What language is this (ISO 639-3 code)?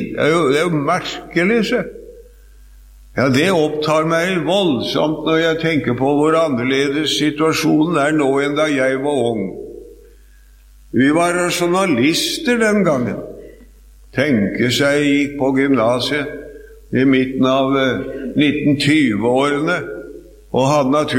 nor